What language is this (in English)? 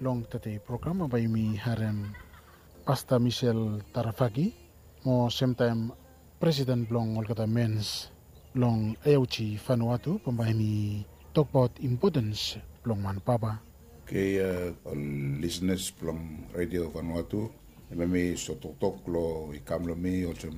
Bislama